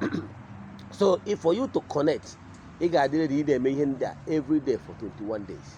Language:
Igbo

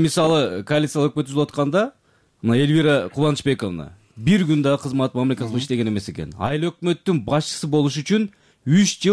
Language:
Kyrgyz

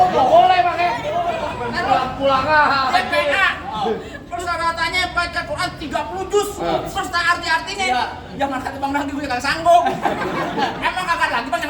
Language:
Betawi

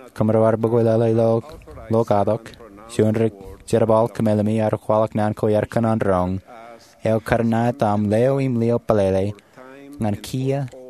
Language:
Marshallese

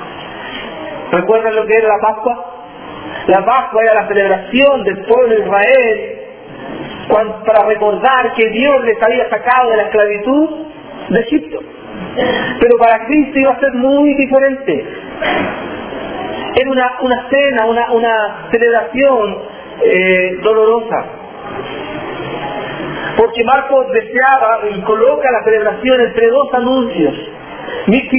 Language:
Spanish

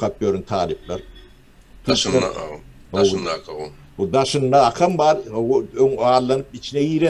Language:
Turkmen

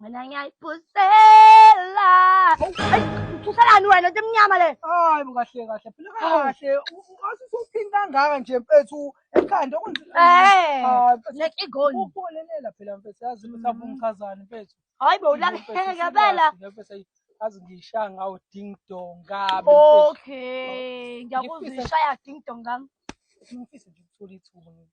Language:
Zulu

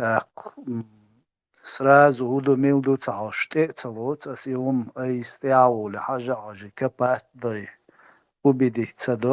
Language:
Chechen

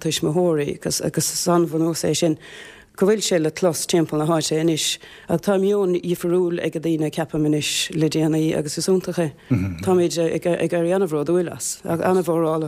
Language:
Irish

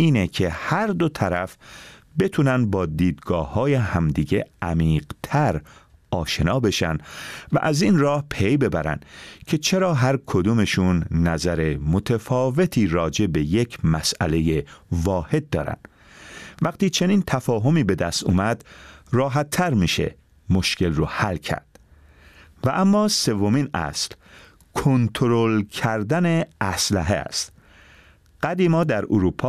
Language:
Persian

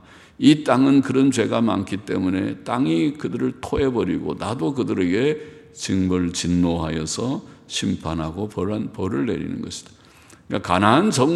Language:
Korean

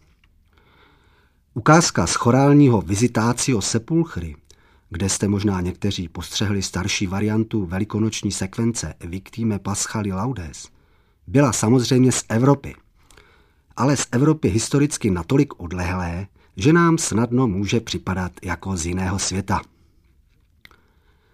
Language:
Czech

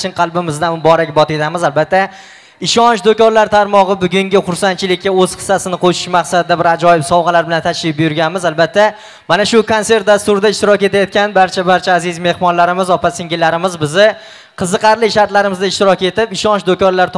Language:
Uzbek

